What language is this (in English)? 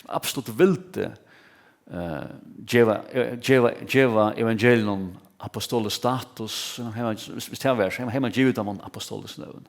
Faroese